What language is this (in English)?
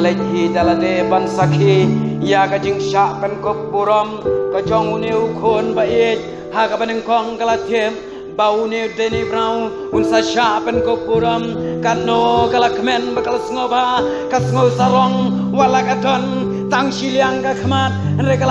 Khasi